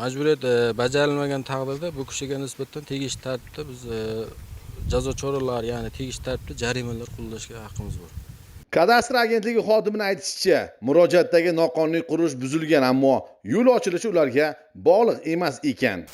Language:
Uzbek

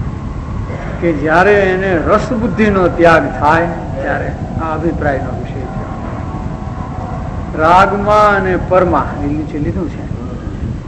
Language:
Gujarati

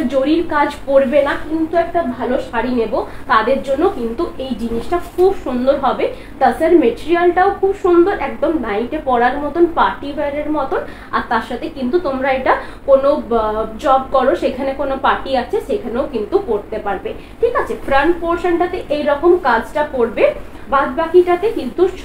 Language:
Bangla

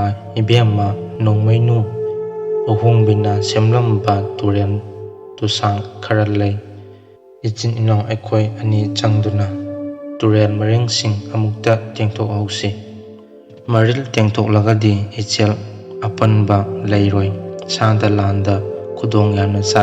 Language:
Manipuri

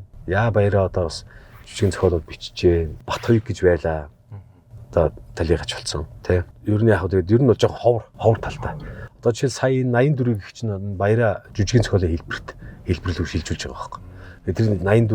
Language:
Mongolian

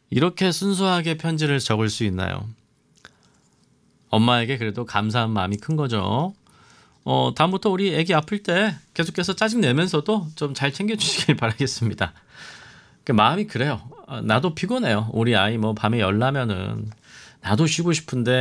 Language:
Korean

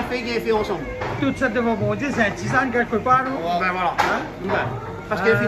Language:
Réunion Creole French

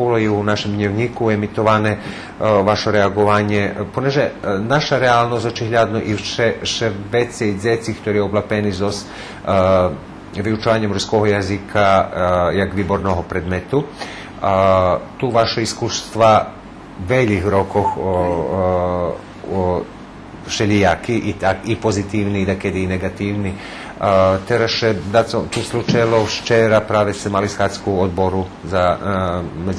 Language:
Rusyn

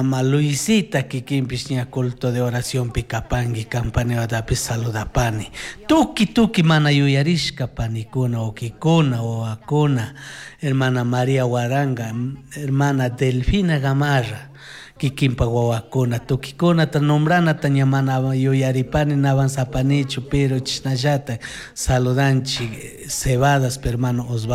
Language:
Chimborazo Highland Quichua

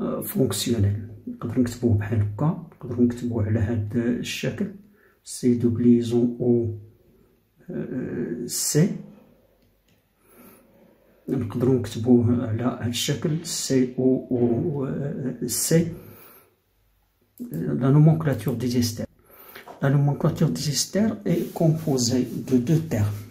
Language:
Moroccan Arabic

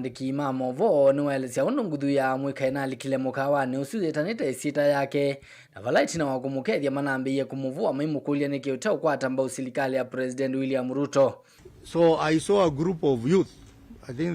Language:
Kamba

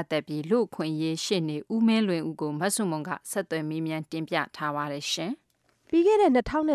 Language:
Burmese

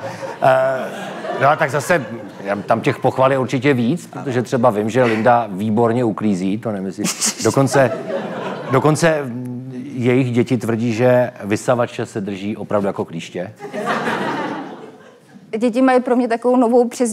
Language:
Czech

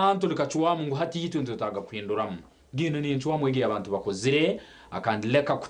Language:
Nyankole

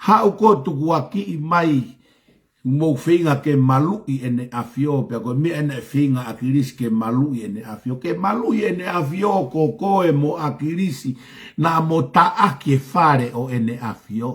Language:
Tongan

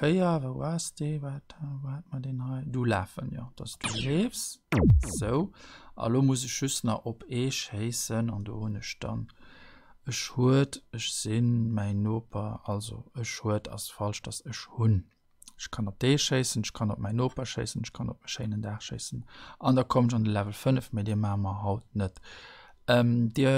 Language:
Luxembourgish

